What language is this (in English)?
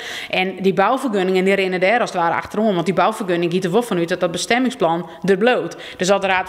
Western Frisian